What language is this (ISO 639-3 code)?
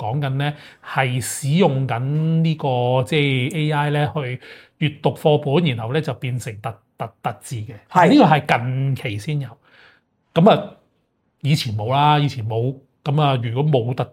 yue